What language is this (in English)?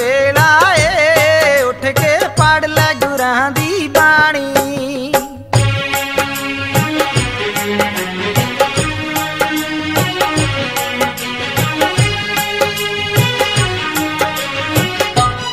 Punjabi